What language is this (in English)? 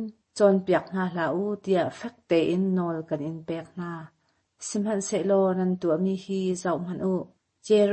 Hakha Chin